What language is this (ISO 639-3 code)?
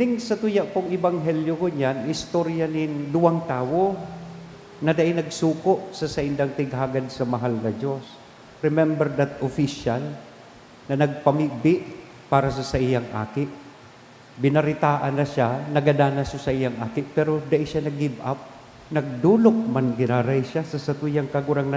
bik